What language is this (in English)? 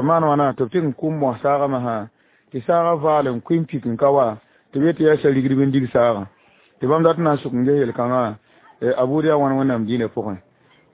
Mossi